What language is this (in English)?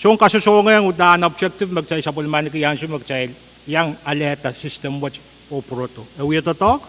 Pohnpeian